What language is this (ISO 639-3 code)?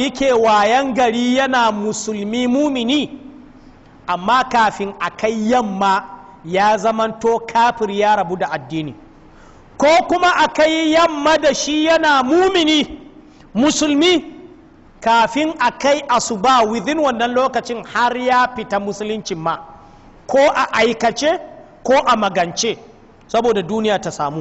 hau